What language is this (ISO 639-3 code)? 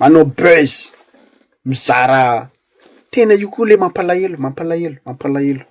mlg